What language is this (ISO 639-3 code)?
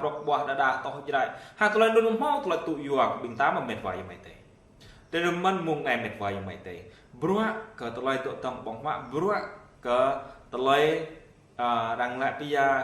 jra